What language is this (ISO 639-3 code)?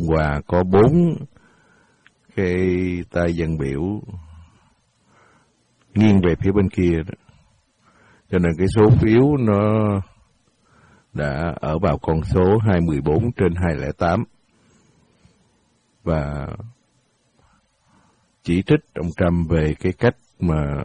vie